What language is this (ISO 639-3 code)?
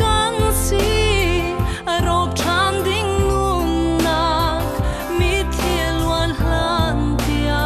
cnh